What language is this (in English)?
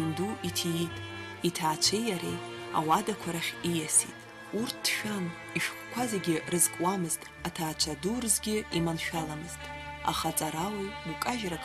Abkhazian